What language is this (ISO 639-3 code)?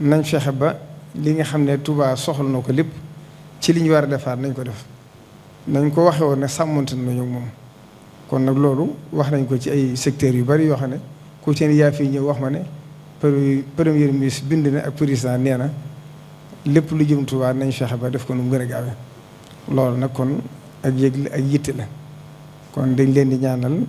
wol